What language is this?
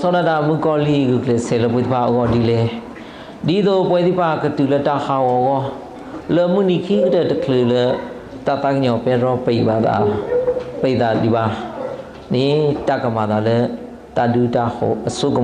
S'gaw Karen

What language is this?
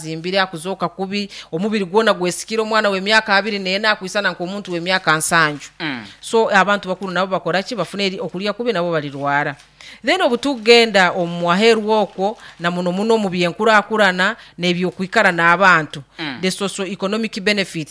Nyoro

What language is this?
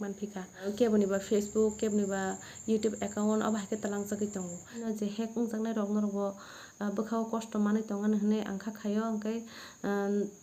Kok Borok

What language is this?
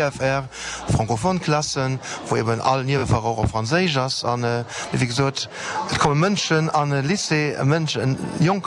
Luxembourgish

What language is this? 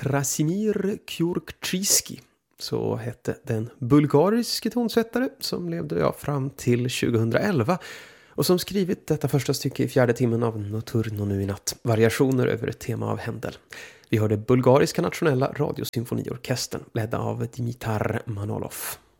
Swedish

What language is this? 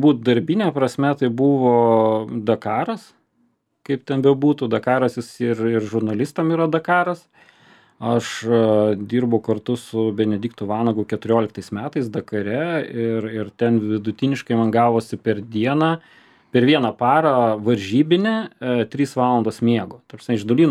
Lithuanian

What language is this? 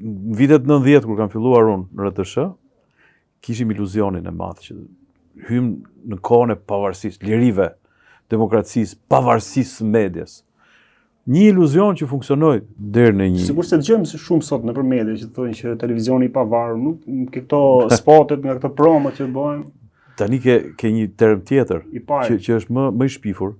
Albanian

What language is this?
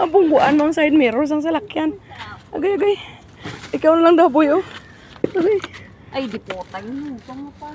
Hiligaynon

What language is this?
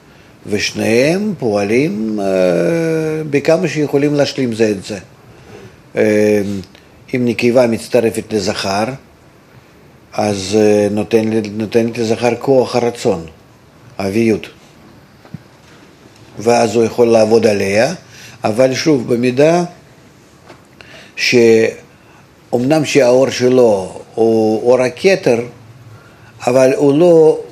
Hebrew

